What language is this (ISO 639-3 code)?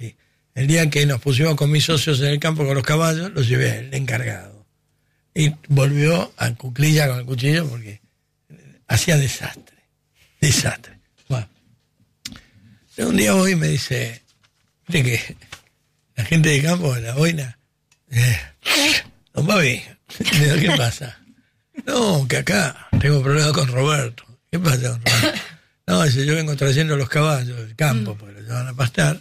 spa